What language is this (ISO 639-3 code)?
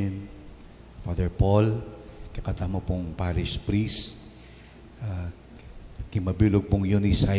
pam